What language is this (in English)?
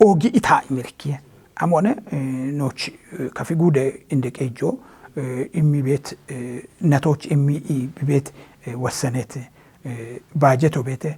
Kafa